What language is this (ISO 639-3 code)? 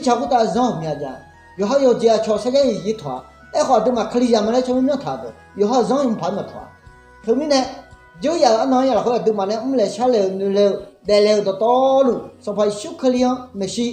ahk